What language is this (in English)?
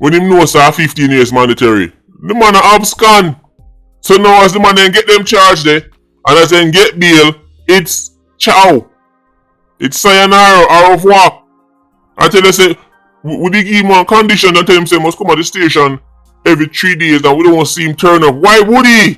Jamaican Creole English